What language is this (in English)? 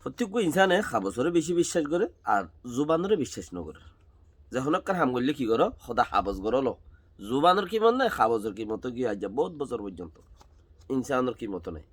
Rohingya